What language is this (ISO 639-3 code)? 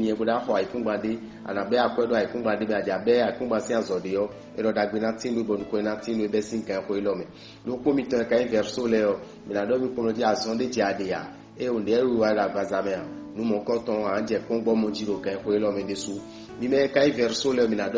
fon